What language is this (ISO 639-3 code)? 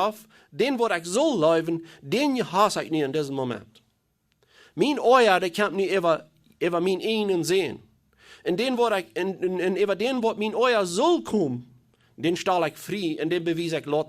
pdt